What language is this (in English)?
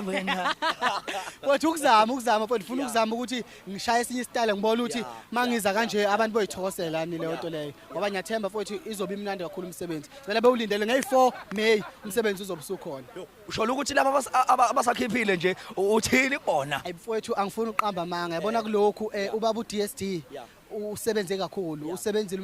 Zulu